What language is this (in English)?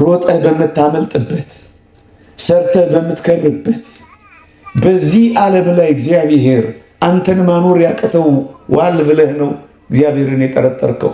Amharic